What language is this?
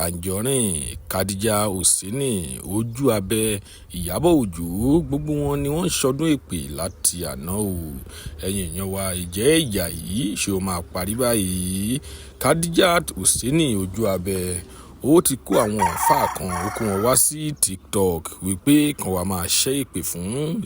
Yoruba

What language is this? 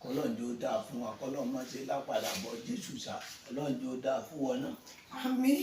Yoruba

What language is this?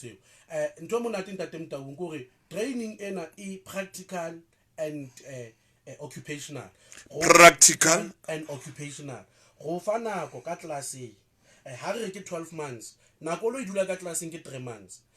Southern Sotho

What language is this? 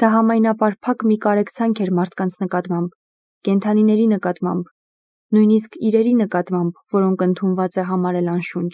Armenian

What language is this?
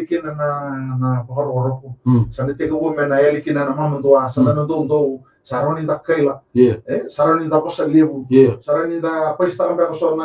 Fijian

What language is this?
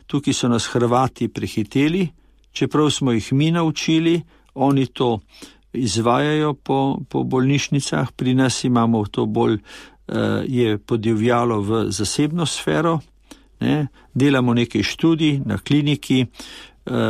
Slovenian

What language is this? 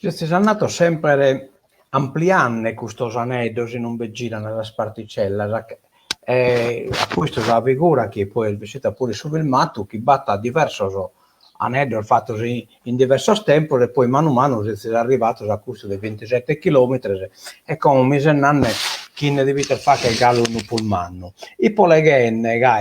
Sardinian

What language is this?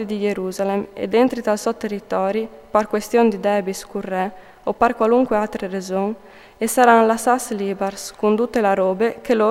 Friulian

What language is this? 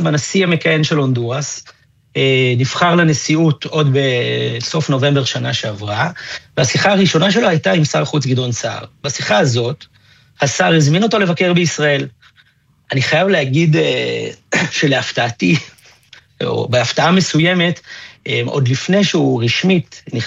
Hebrew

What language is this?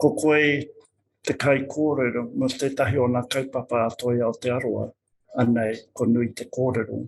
Māori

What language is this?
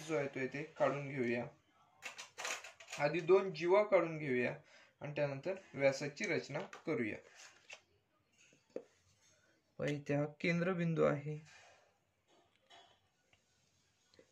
Marathi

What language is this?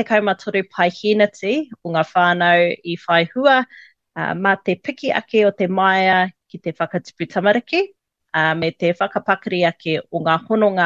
Māori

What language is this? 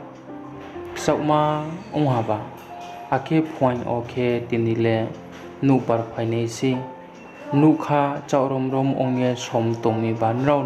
Riang (India)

